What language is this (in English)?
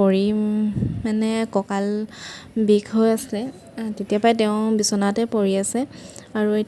Assamese